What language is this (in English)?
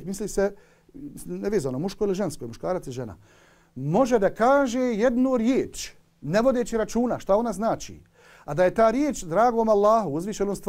Bosnian